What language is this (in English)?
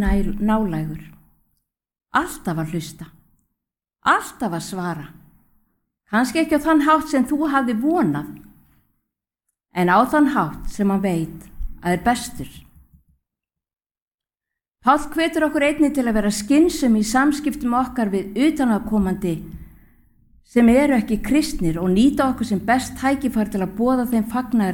Icelandic